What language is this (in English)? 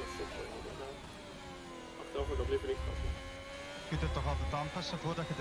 Dutch